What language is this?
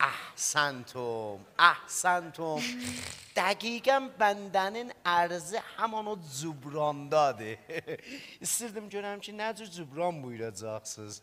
South Azerbaijani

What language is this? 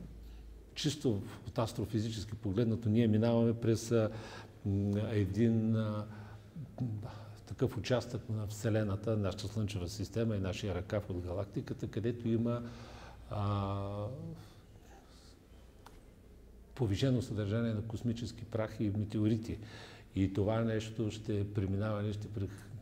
Bulgarian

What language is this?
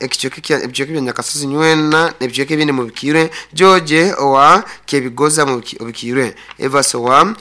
Nyoro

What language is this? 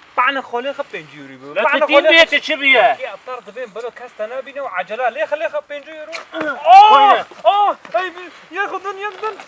Kurdish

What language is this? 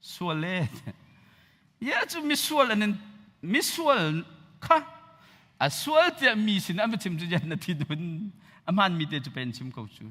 Hakha Chin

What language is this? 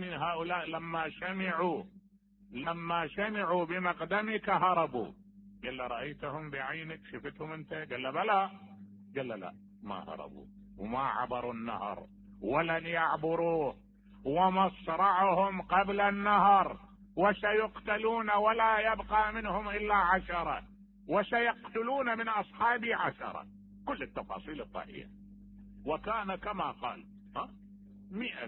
Mesopotamian Arabic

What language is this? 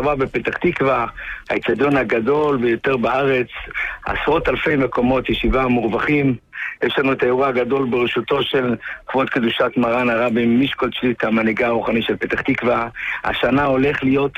Hebrew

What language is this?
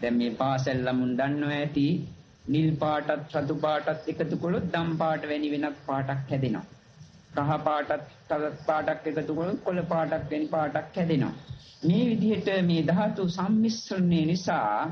Sinhala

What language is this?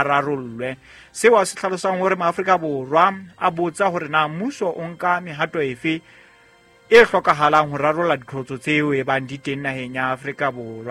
Southern Sotho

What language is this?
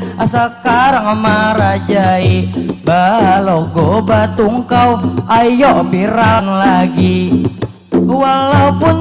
Banjar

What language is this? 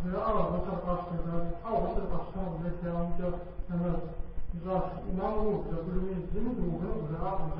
Kabardian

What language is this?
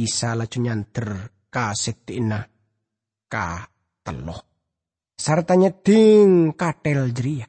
Madurese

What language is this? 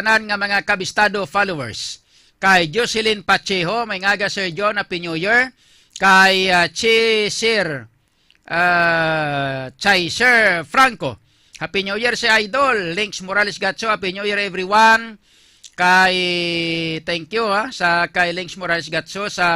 Hiligaynon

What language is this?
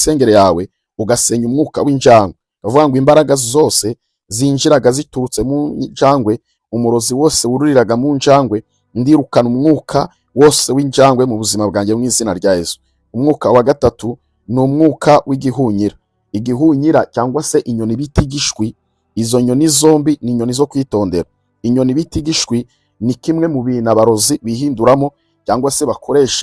Kinyarwanda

